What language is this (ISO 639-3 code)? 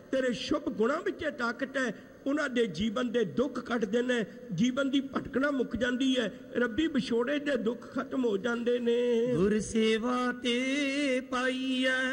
pan